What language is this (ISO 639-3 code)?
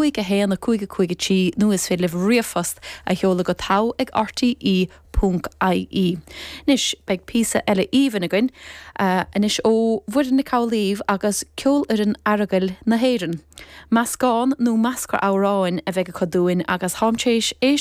gle